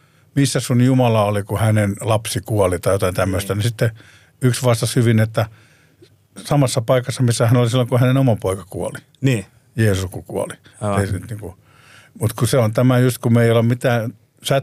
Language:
Finnish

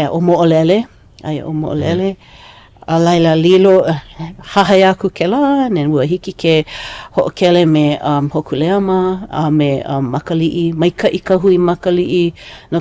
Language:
Hawaiian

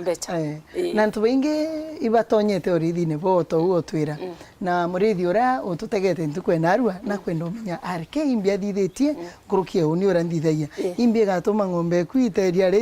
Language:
Meru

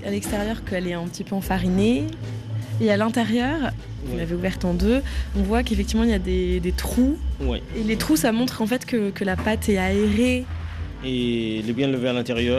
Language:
French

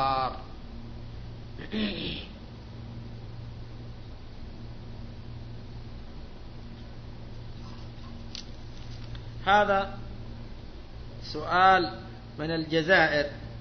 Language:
Arabic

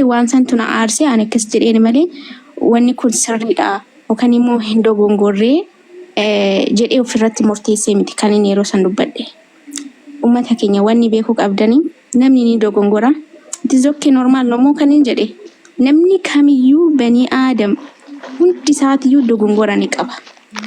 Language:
Oromo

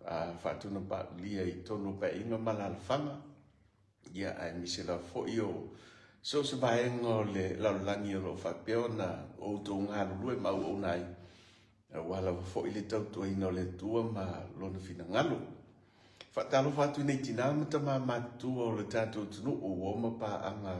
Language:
Samoan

